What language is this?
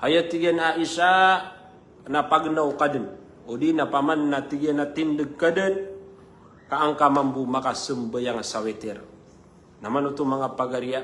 Maranao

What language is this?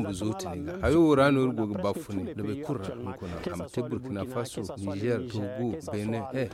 Zarma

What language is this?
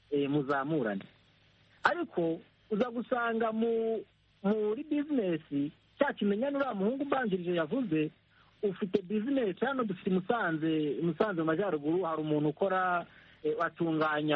Kinyarwanda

